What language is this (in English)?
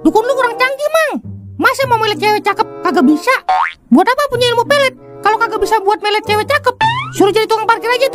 Betawi